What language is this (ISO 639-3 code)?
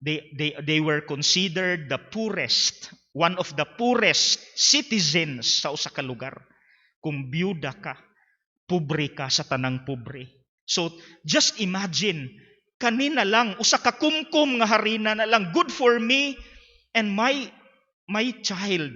ceb